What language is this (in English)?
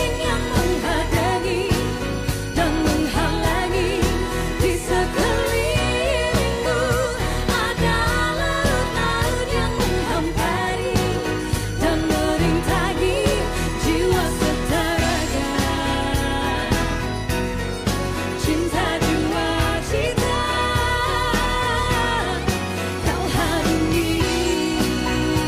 Malay